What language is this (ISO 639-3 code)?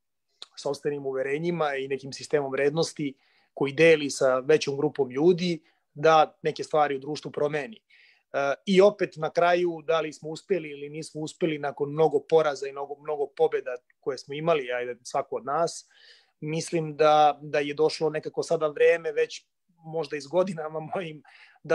srp